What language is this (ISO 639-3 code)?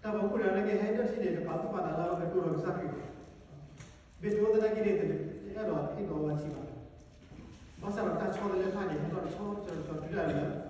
ksw